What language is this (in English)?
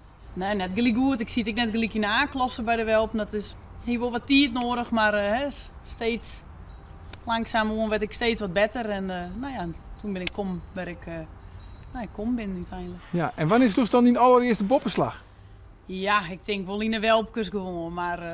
Western Frisian